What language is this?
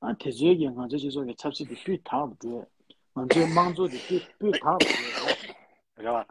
Tibetan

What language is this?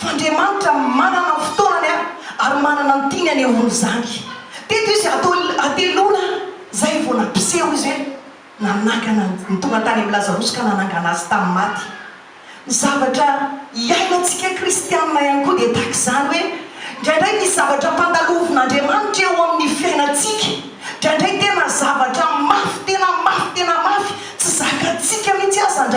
Malagasy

